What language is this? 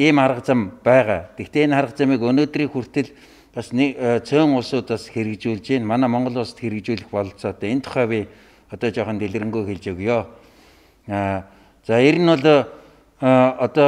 Mongolian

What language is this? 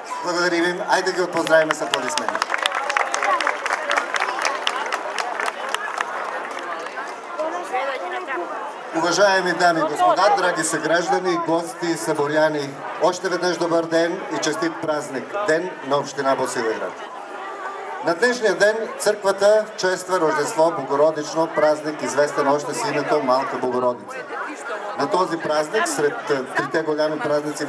Bulgarian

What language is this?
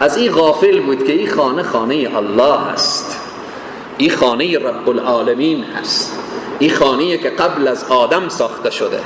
Persian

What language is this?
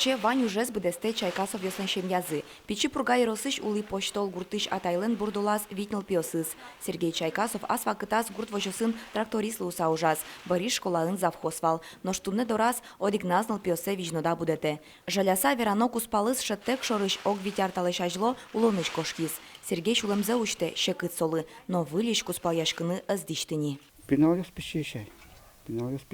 Udmurt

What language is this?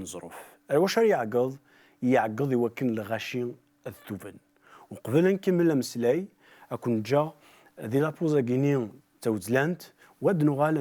Kabyle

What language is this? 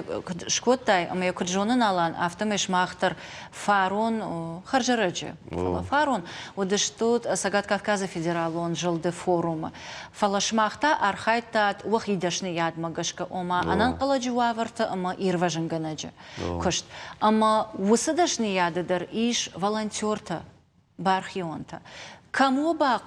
Ossetic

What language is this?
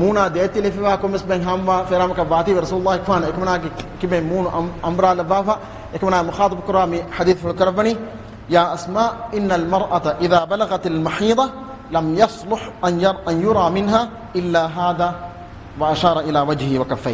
Divehi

